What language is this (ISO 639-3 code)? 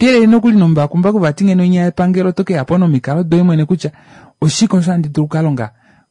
kua